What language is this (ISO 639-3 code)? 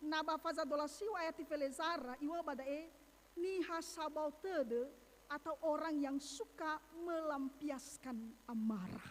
nia